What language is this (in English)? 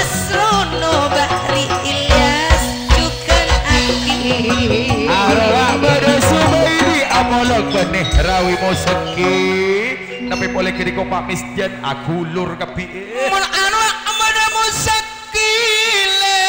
Madurese